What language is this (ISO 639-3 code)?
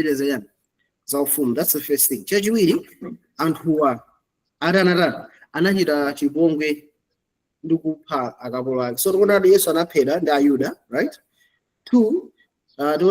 nya